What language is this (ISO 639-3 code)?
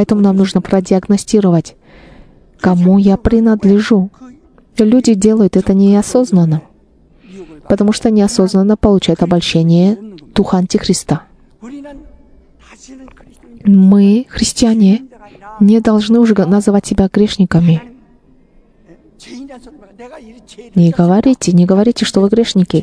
rus